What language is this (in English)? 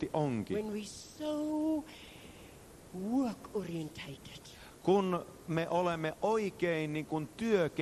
Finnish